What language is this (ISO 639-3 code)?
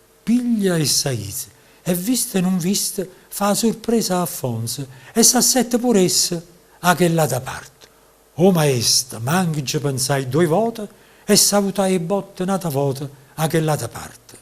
nap